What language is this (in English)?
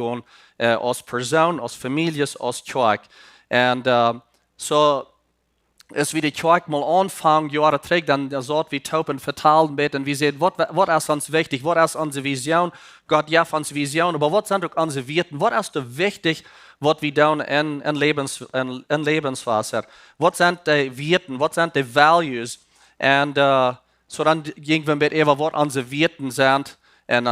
Plautdietsch